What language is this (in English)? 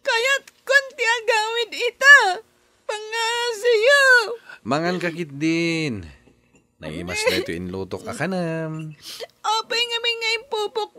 Iloko